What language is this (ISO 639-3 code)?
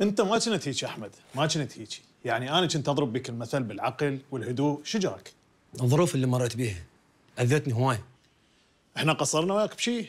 acm